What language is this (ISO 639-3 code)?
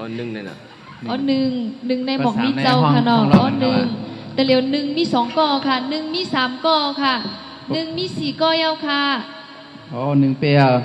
shn